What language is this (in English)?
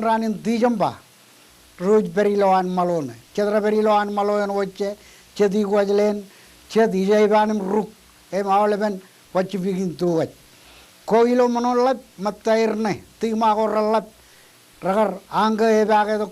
Marshallese